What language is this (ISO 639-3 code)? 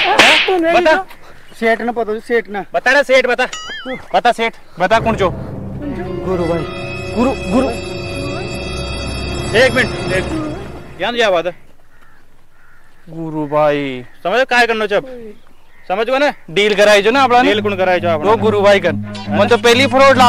hin